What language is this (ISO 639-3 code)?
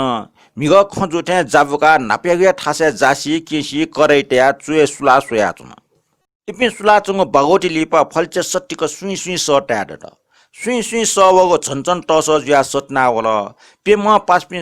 new